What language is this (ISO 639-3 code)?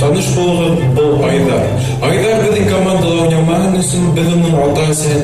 bak